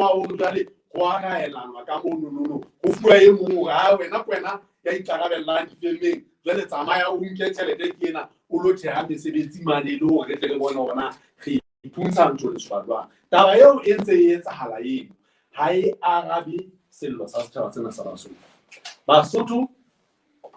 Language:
Southern Sotho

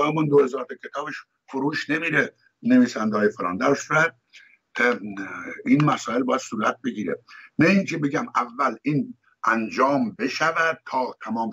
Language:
Persian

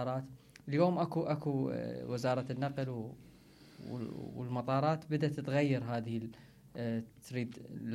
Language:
Mesopotamian Arabic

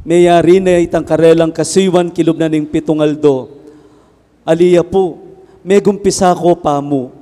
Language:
Pampanga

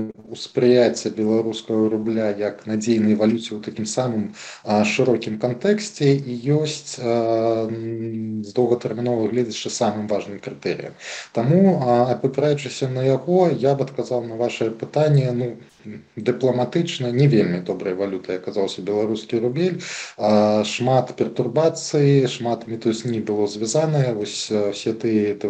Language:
Belarusian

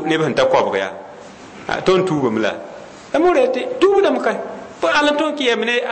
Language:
Mossi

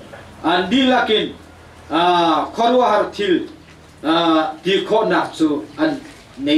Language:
Hakha Chin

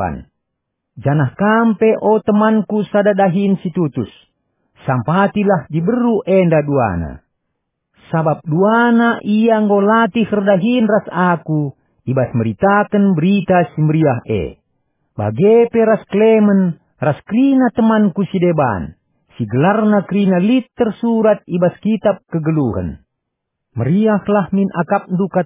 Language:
Batak Karo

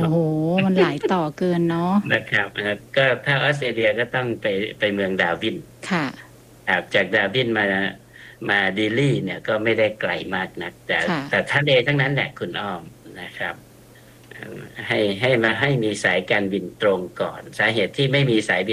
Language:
Thai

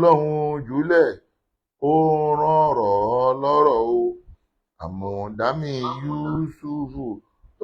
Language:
Yoruba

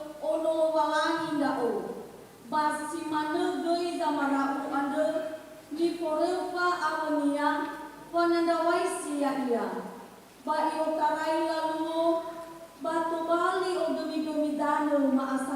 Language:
Nias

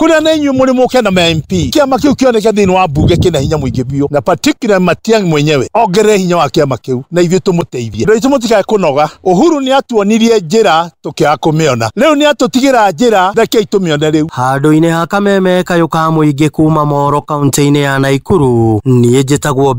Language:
Kikuyu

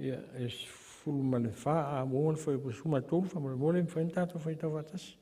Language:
Samoan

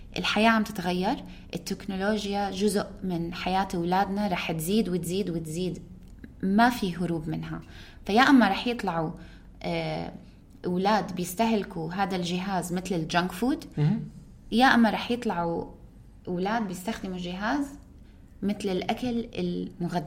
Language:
North Levantine Arabic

